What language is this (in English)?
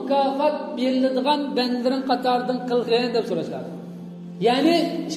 Uyghur